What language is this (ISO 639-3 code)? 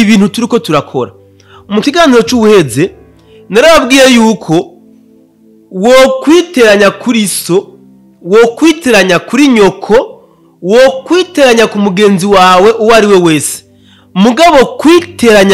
run